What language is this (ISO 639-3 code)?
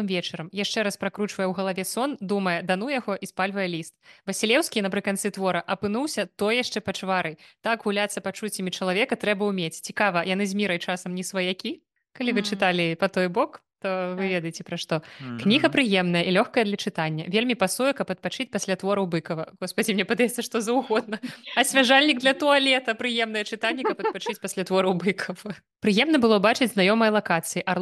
bel